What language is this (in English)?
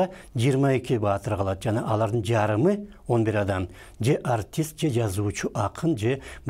Kyrgyz